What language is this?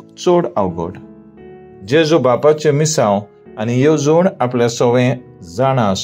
Konkani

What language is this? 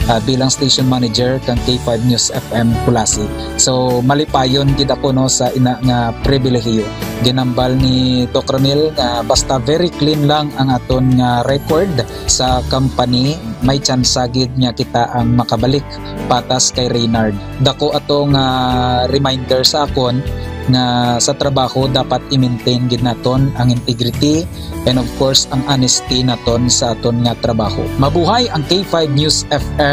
Hiligaynon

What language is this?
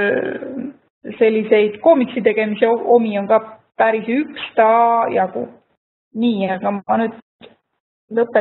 Estonian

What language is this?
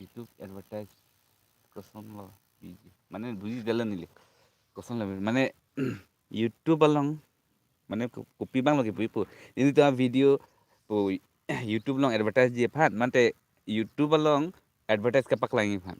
Karbi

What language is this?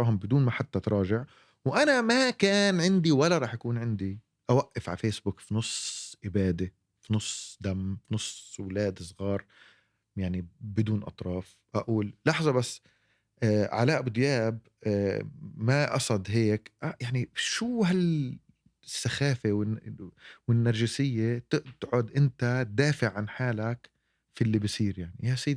North Levantine Arabic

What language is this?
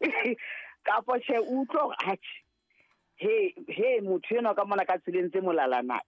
Southern Sotho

